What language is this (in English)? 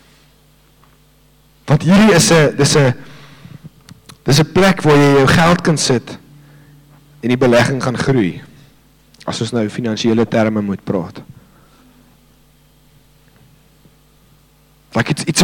Afrikaans